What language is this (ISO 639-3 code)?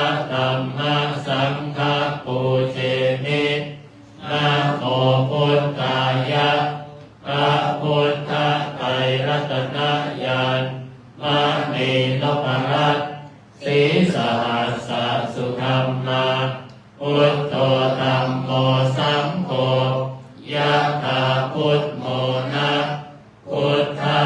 pli